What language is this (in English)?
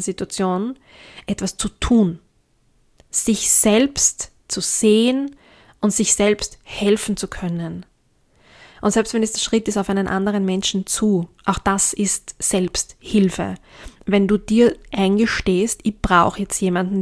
German